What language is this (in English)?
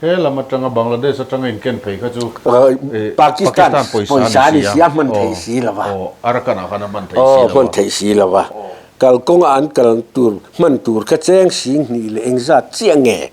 Mizo